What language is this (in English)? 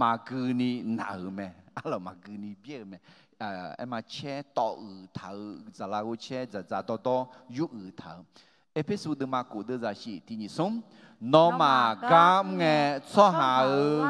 Akha